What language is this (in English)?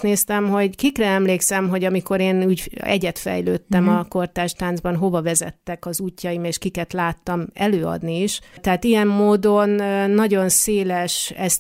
Hungarian